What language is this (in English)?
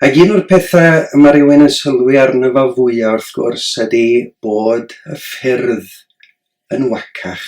Welsh